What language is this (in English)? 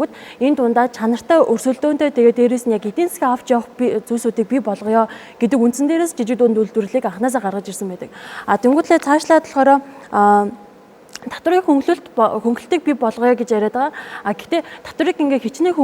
Mongolian